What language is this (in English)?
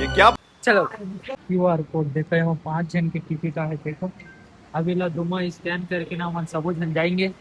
Chhattisgarhi